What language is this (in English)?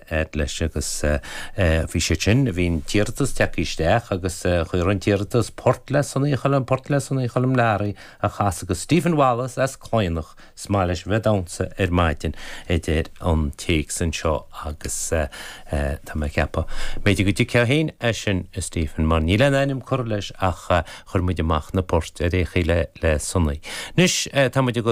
Irish